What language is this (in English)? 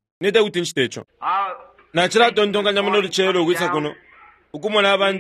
Bemba